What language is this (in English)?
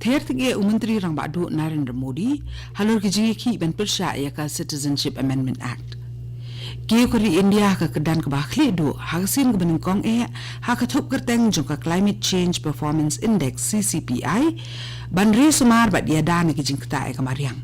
Khasi